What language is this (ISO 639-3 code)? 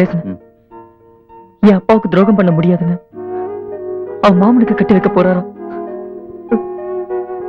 tam